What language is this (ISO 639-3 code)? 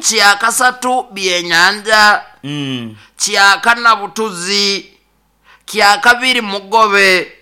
nyo